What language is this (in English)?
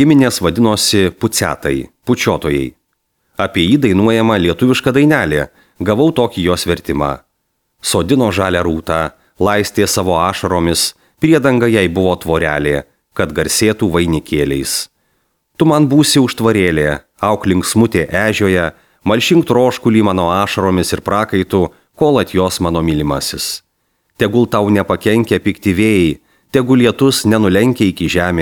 Lithuanian